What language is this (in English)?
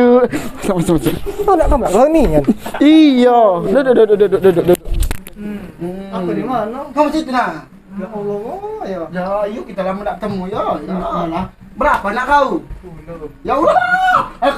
Musi